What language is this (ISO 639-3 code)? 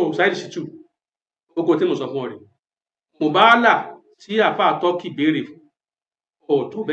yor